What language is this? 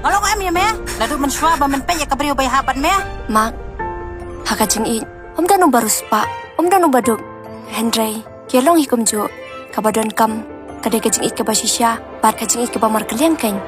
Khasi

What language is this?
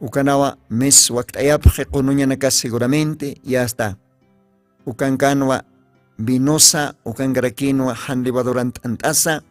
Aymara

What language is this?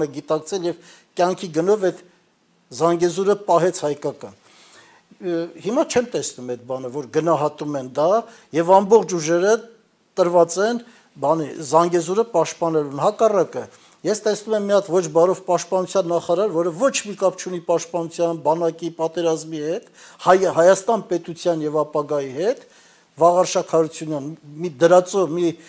Armenian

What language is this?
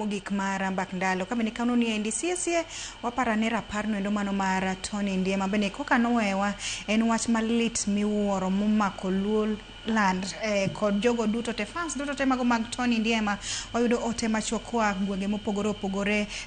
Luo (Kenya and Tanzania)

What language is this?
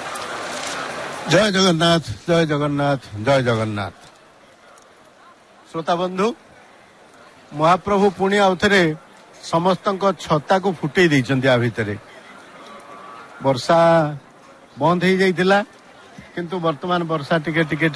Odia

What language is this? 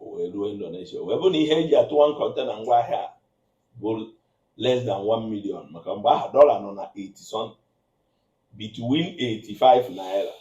Igbo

